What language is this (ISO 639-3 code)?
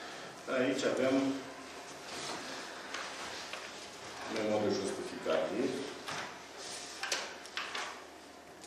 ron